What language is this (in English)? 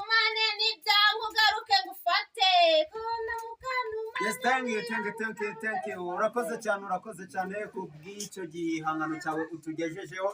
Kinyarwanda